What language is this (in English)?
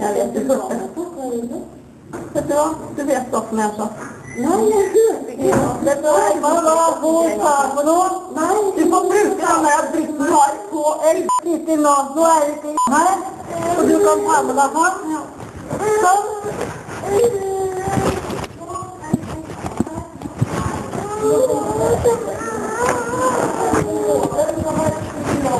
Norwegian